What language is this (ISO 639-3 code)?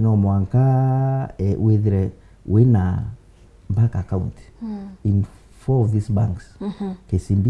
mer